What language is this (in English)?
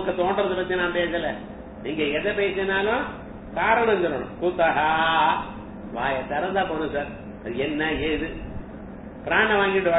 Tamil